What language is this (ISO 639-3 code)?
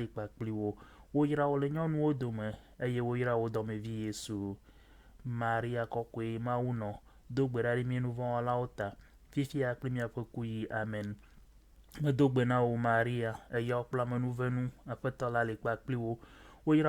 ewe